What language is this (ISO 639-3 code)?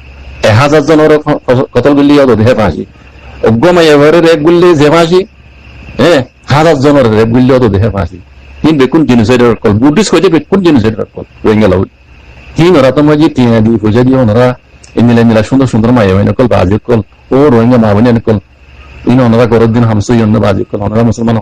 rhg